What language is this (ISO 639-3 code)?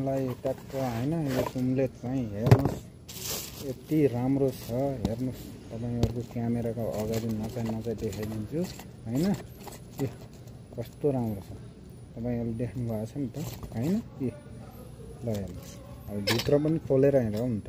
nep